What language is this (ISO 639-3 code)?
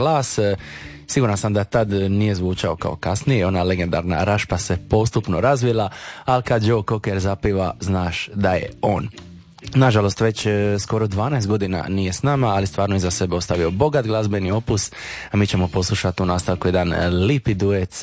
hrv